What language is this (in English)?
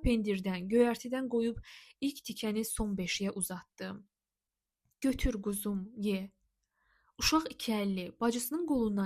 Azerbaijani